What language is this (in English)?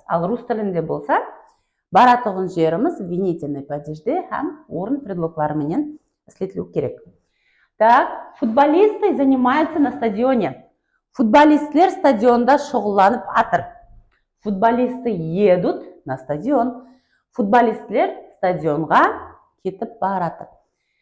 Kara-Kalpak